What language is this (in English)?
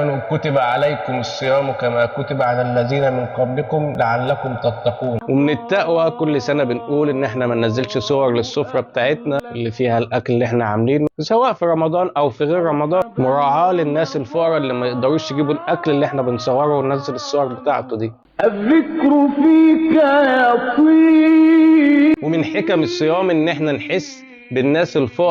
Egyptian Arabic